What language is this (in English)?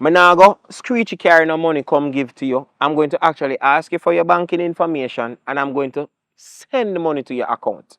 Jamaican Creole English